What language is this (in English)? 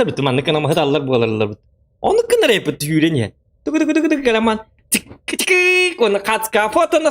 Yakut